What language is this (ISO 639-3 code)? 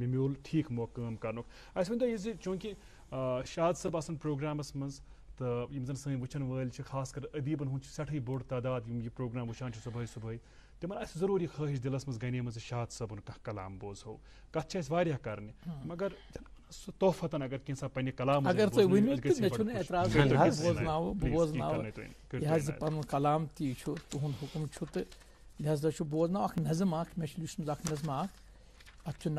kas